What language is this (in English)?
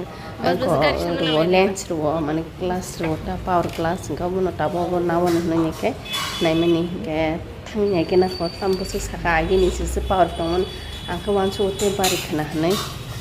Kok Borok